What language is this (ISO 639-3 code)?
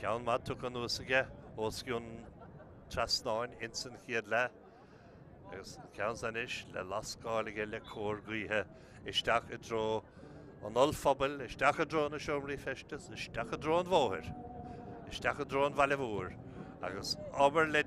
gle